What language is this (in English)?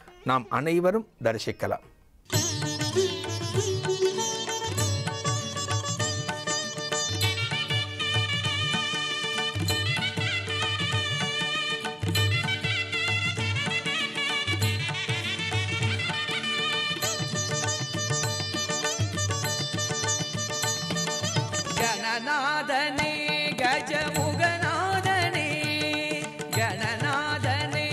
Tamil